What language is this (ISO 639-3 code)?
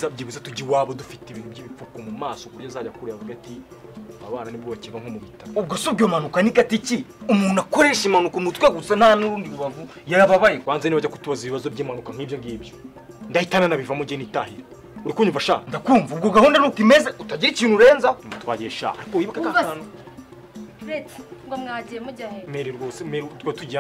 kin